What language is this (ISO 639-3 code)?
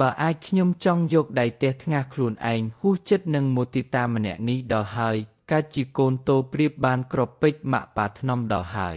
khm